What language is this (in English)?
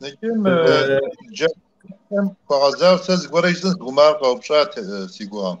Kabardian